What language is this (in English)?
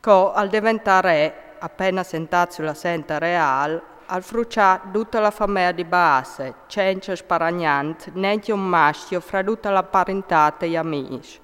Friulian